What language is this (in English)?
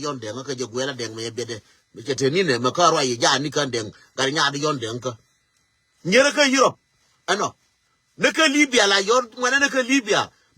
Nuer